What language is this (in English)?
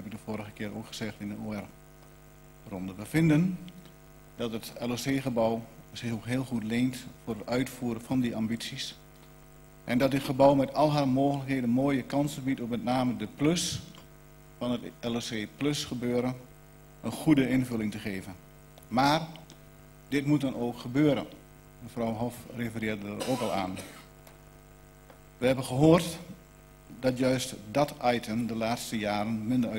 Dutch